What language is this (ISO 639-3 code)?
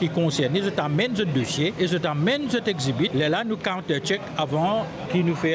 mfe